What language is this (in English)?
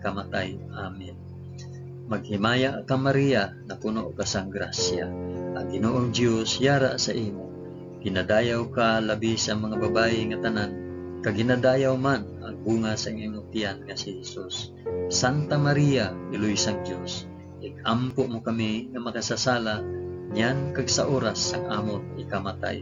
Hiligaynon